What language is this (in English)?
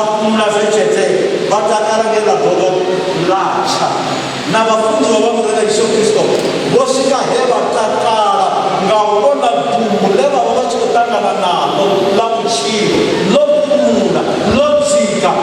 Venda